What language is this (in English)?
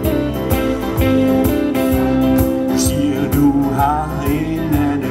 Danish